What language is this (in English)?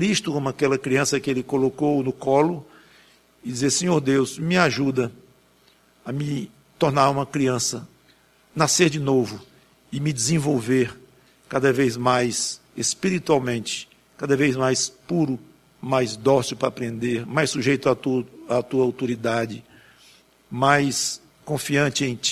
Portuguese